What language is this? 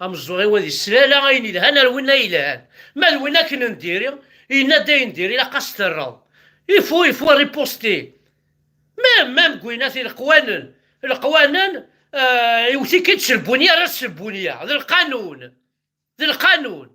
Kabyle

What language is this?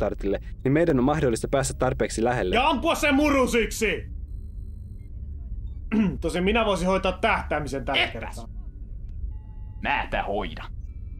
Finnish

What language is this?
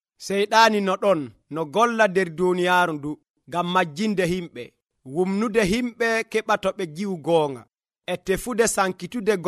Nigerian Fulfulde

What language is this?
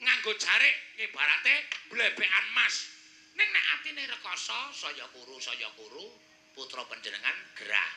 Javanese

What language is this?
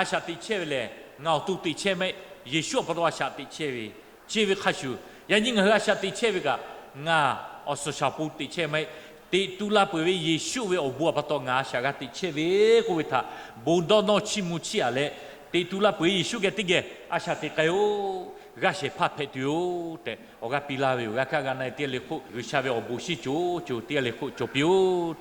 Lahu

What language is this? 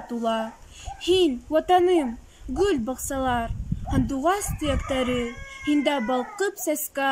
Bashkir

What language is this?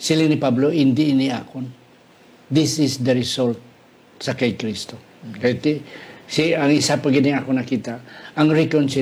Hiligaynon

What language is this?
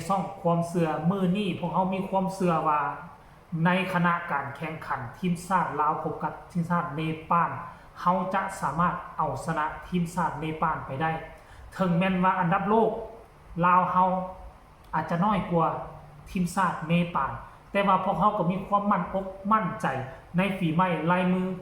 Lao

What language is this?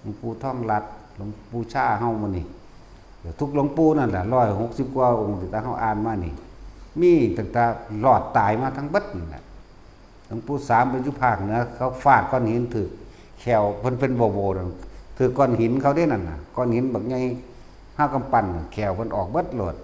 Northeastern Thai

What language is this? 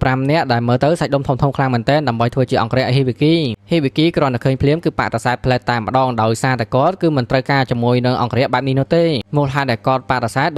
Khmer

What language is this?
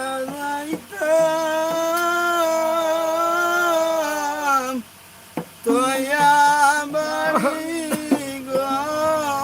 Sylheti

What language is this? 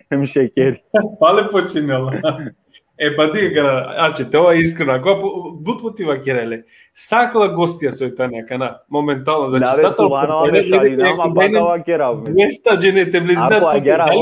Balkan Romani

